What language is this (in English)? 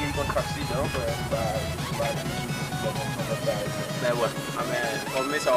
Haitian Creole